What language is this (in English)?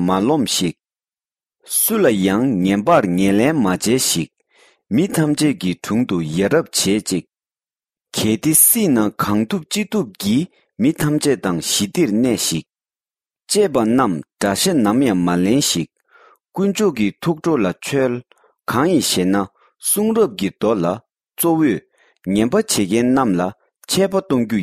Tibetan